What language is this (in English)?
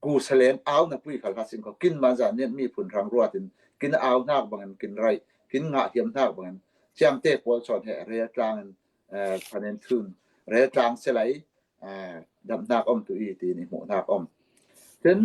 Falam Chin